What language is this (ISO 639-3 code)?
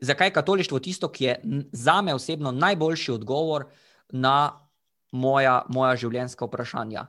slv